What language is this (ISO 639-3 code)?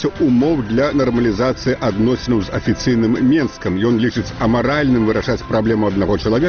bel